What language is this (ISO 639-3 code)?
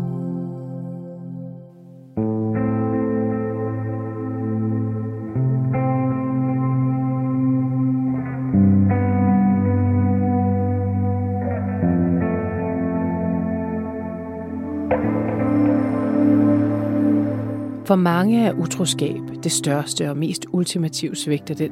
dan